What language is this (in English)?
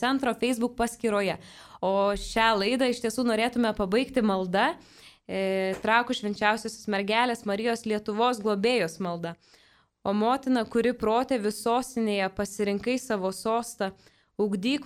Lithuanian